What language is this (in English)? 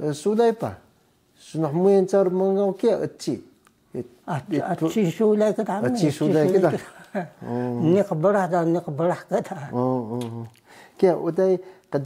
Taroko